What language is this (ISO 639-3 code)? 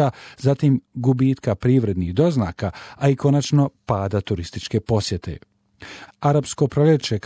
hrv